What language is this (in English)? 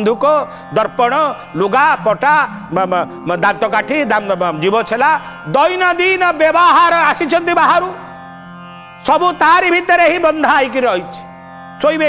Odia